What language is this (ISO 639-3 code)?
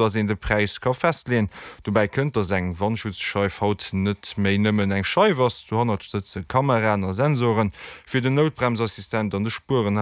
ltz